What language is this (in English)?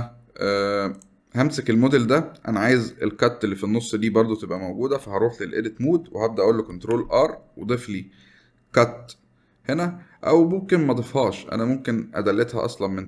Egyptian Arabic